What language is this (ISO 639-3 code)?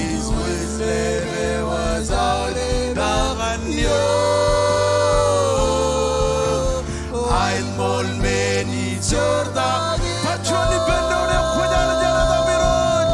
mah